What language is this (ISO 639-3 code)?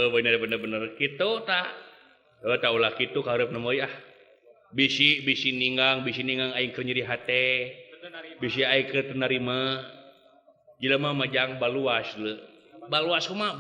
sun